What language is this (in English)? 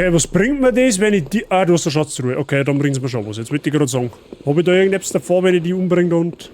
Bavarian